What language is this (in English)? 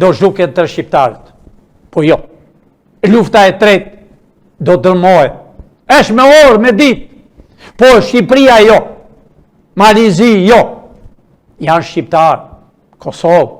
Albanian